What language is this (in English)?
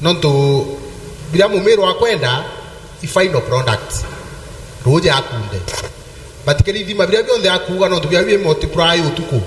Meru